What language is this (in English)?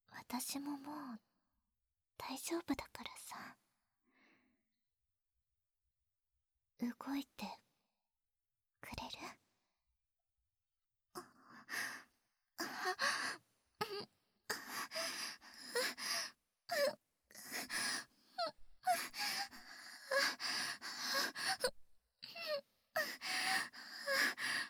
Japanese